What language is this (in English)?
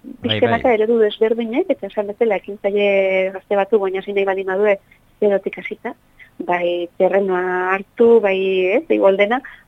Basque